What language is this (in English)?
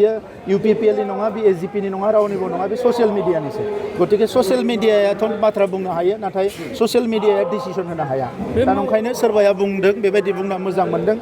Bodo